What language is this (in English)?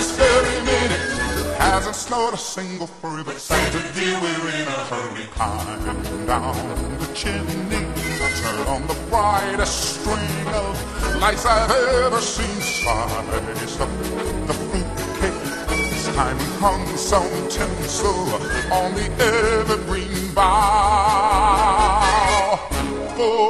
English